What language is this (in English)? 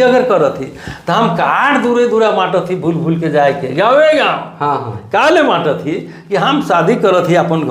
Sadri